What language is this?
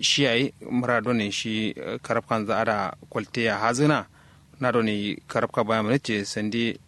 Kanuri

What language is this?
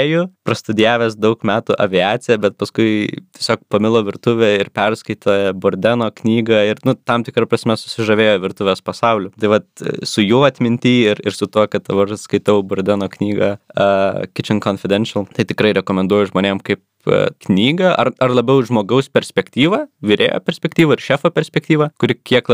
Lithuanian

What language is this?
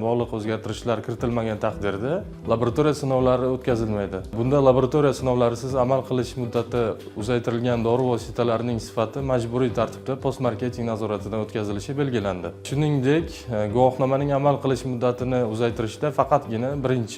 Uzbek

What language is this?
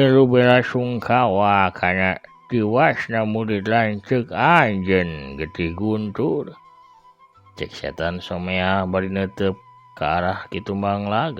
Sundanese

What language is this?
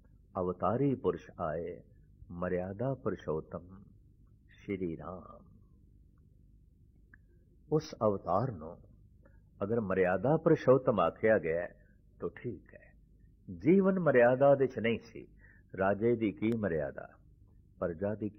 Punjabi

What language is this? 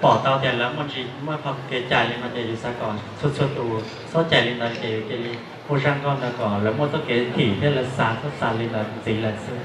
Hmong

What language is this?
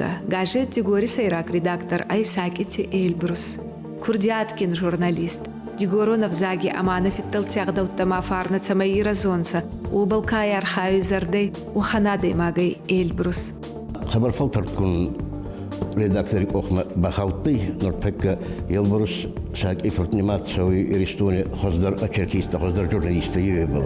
Ossetic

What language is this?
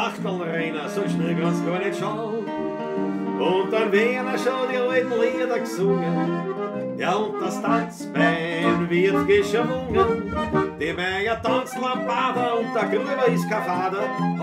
Bavarian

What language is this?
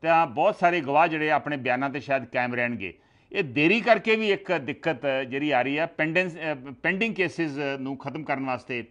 Punjabi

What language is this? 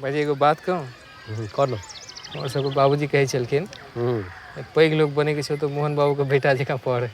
Maithili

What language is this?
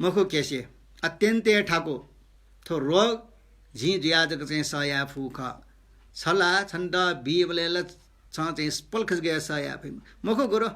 Newari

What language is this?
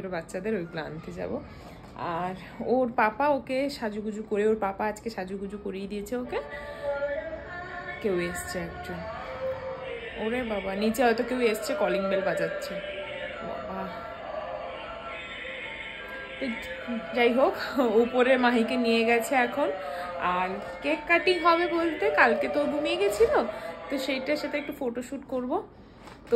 Bangla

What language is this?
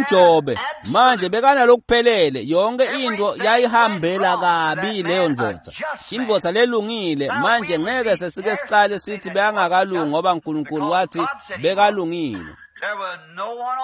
Swati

